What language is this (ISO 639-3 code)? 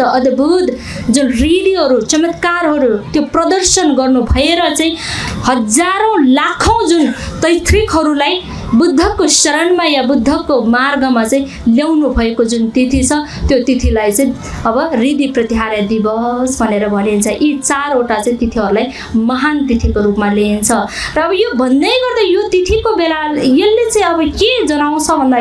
nep